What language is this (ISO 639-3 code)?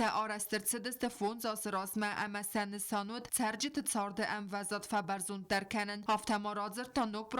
oss